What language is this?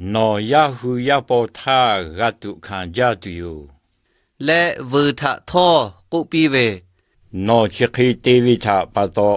Lahu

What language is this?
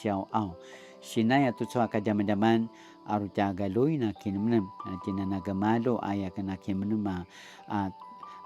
Paiwan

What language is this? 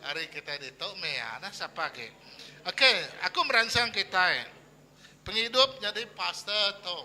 Iban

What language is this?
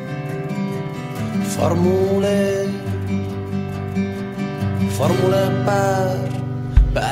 Italian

